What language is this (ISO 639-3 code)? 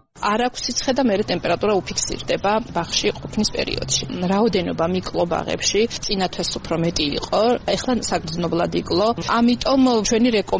kat